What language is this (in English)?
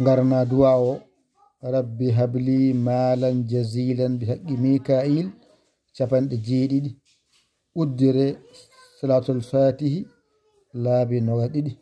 Fula